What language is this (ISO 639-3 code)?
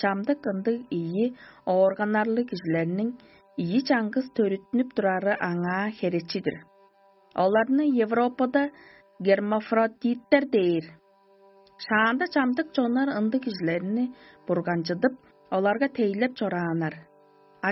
tyv